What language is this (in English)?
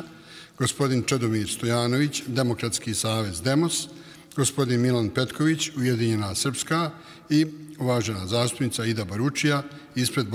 Bosnian